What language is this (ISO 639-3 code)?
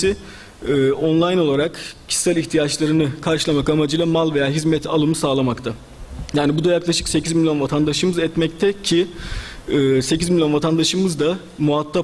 tur